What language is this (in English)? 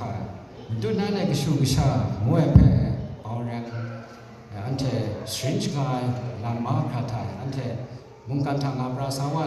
Kachin